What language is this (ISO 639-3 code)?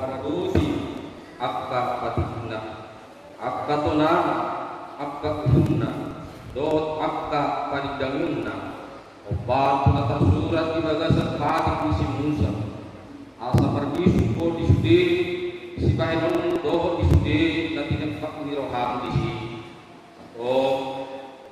bbc